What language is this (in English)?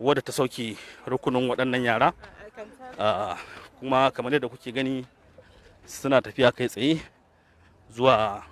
Hausa